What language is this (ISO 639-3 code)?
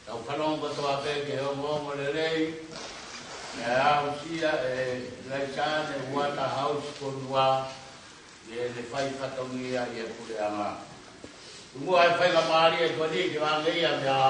ton